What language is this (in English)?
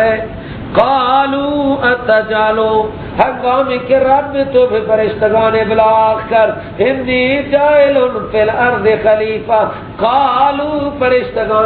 Persian